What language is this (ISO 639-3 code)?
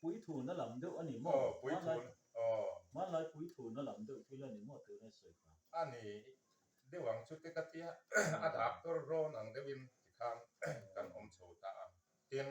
lus